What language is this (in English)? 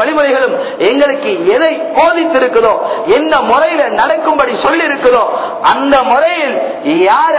Tamil